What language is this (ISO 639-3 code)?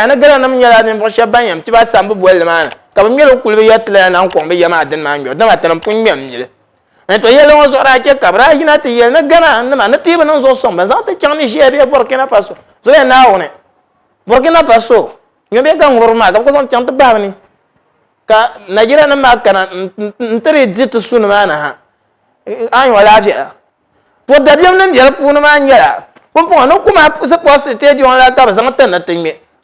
dag